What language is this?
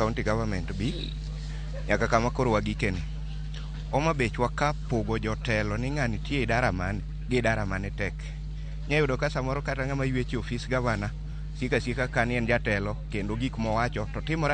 Luo (Kenya and Tanzania)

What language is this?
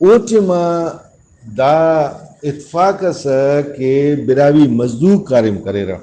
Brahui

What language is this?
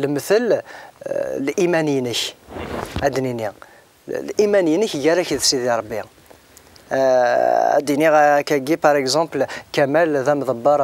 Kabyle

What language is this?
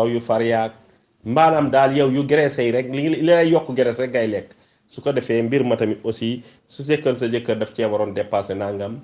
Wolof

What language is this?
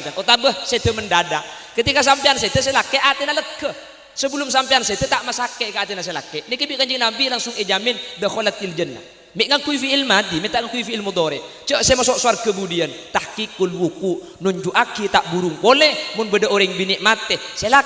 Madurese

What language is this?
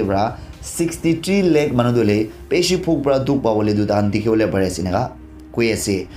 Naga Pidgin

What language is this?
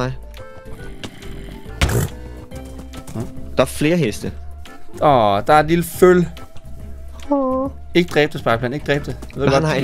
Danish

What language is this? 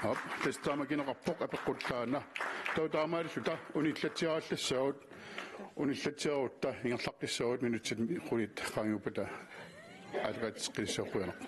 Kalaallisut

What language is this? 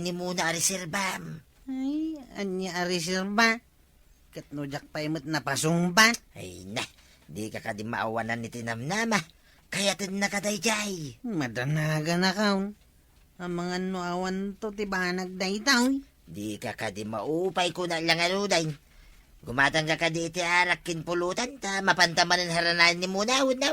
Iloko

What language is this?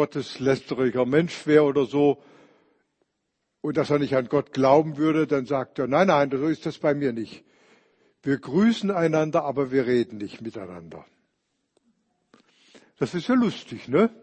German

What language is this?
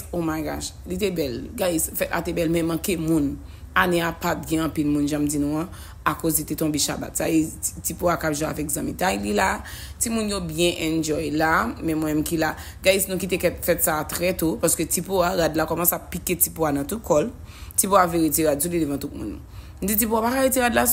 Haitian Creole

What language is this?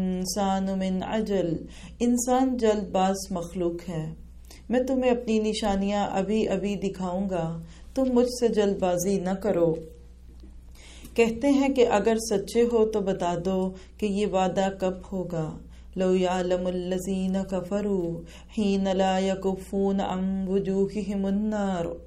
Urdu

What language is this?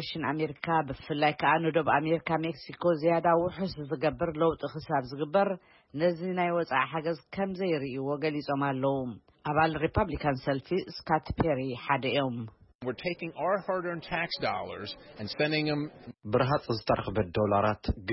Tigrinya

